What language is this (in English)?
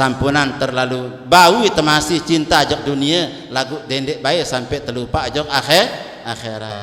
Sasak